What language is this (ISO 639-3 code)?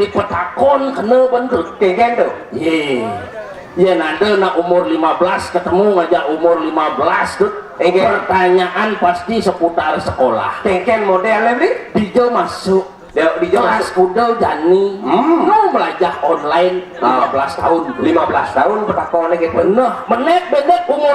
ban